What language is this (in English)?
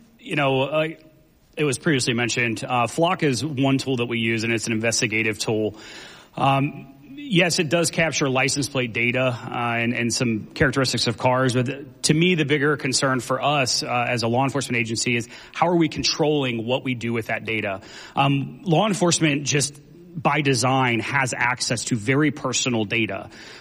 English